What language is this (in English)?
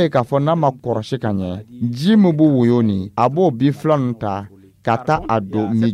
Dyula